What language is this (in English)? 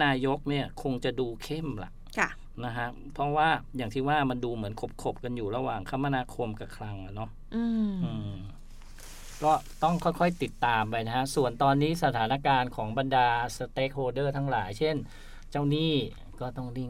Thai